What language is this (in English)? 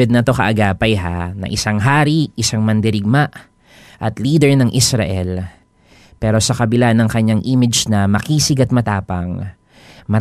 Filipino